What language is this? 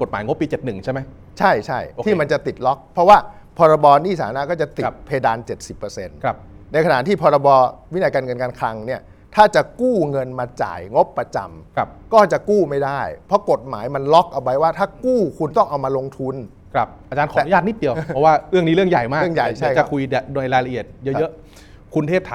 Thai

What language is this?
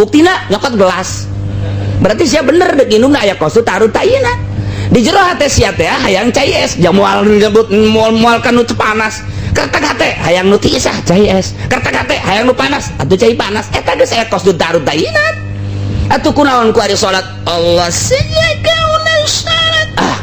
Sundanese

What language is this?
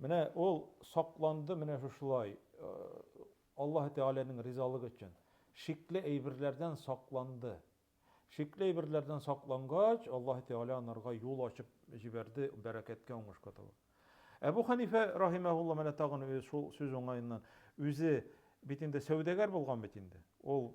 Tatar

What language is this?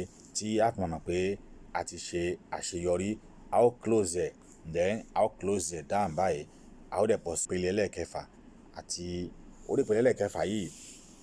Yoruba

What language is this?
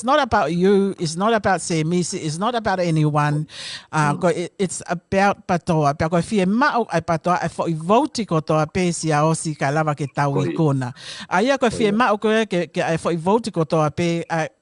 Tongan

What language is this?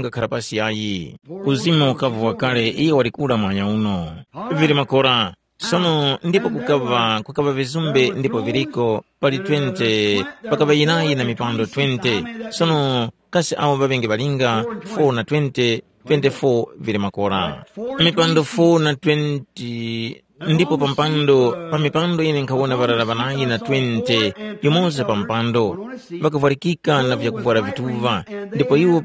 Tumbuka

